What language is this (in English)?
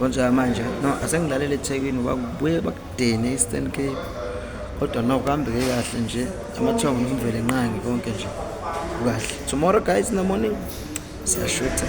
Zulu